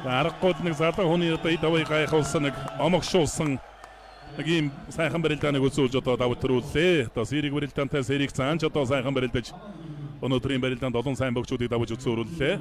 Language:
Mongolian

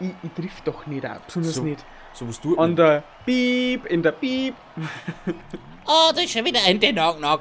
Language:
Bavarian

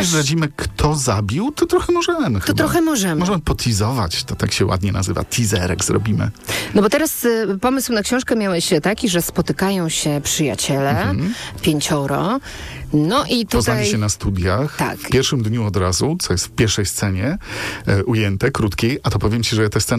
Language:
Polish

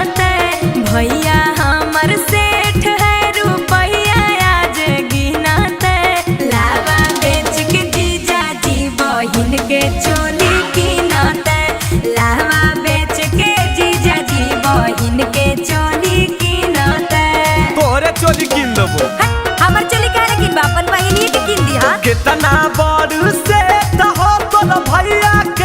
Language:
Magahi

